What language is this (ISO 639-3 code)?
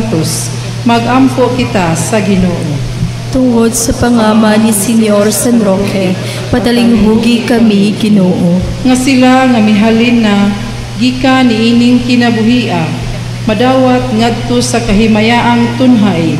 ceb